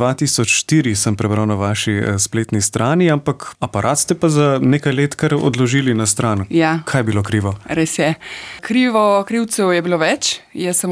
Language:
Slovenian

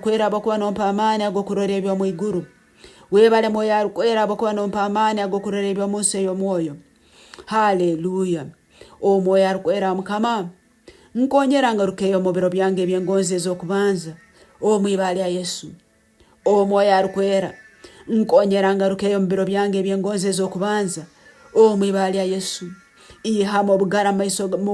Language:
Nyankole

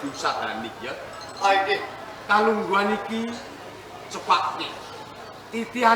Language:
Javanese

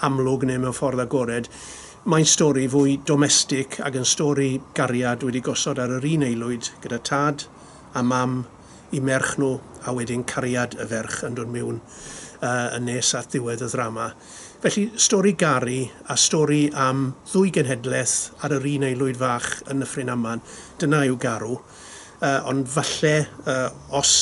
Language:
Welsh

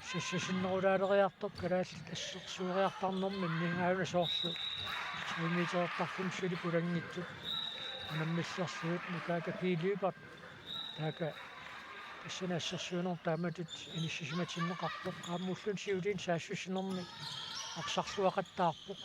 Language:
Kalaallisut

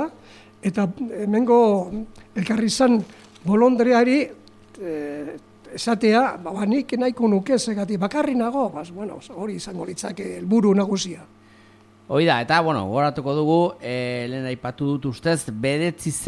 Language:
Basque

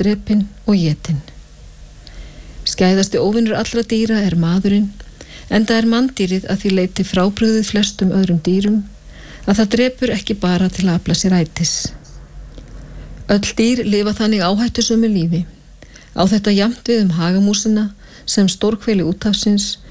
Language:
Icelandic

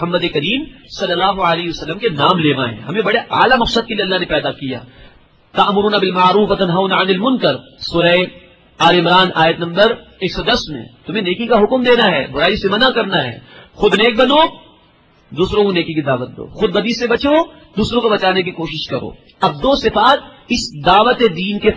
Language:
Urdu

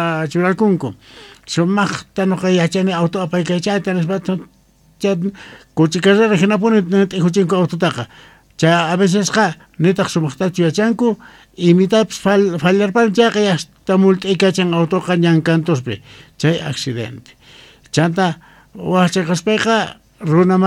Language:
South Bolivian Quechua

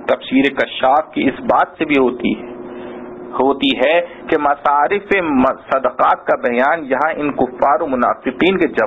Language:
Urdu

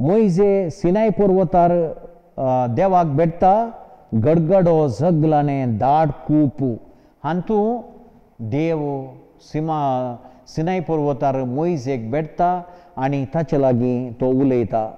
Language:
Konkani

